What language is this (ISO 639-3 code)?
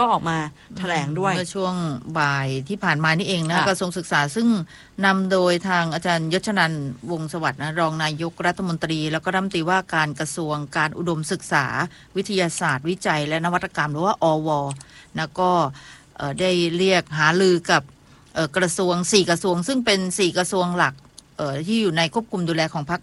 tha